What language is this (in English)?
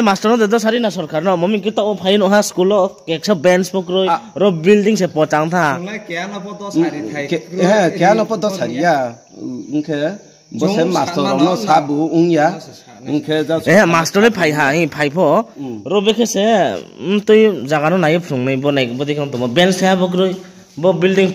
Riang (India)